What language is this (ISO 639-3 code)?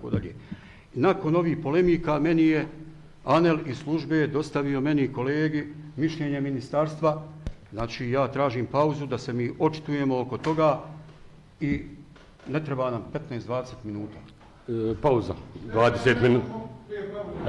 bos